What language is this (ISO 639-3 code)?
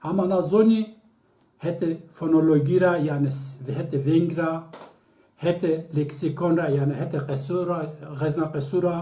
zza